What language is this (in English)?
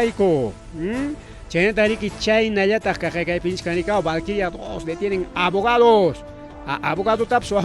Ayacucho Quechua